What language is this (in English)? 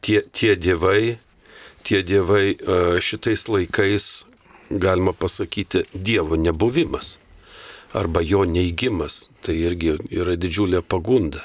Lithuanian